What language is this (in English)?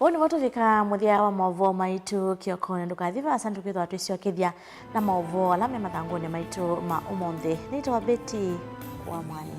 Kamba